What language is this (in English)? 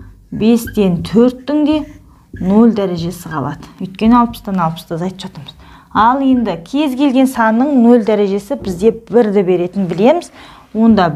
Kazakh